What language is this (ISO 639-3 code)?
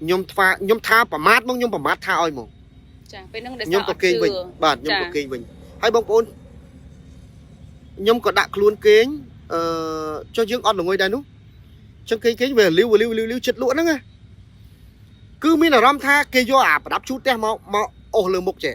khm